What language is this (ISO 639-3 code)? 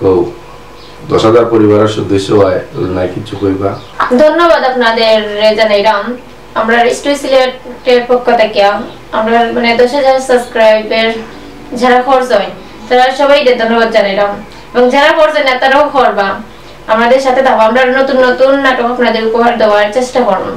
syl